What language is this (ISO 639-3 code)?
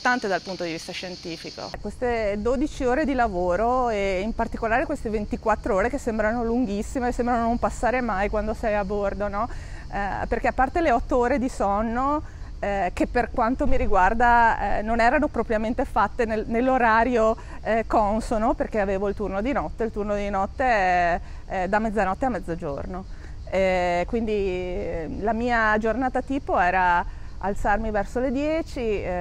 ita